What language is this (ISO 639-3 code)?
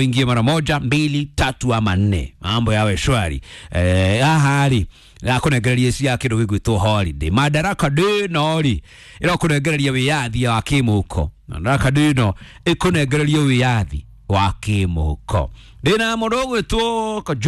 kik